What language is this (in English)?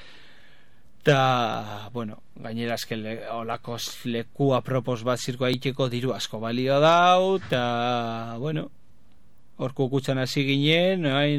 Basque